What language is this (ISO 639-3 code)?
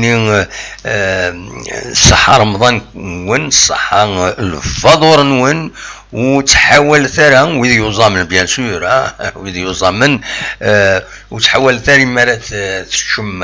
kab